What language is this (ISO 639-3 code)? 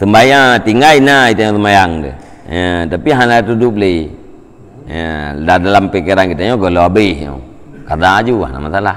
ace